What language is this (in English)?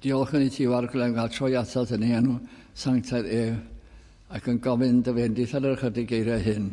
Welsh